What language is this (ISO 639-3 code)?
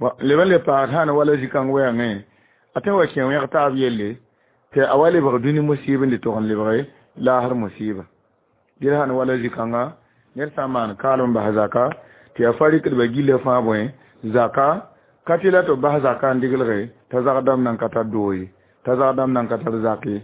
mos